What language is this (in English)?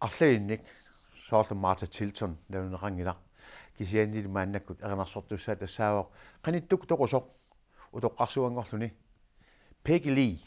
Kalaallisut